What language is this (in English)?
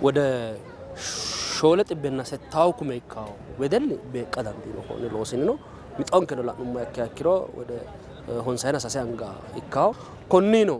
Sidamo